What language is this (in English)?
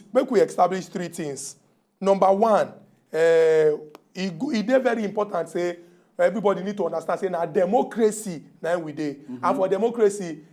Nigerian Pidgin